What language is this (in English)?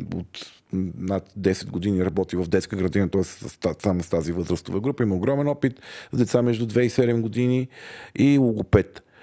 Bulgarian